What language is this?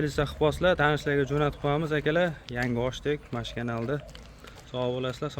Uzbek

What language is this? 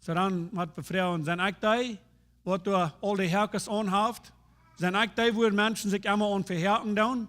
Plautdietsch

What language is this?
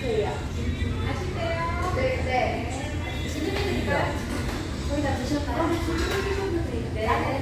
Korean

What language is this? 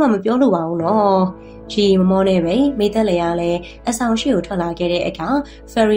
Burmese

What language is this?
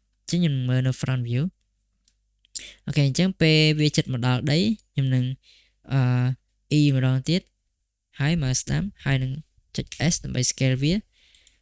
Khmer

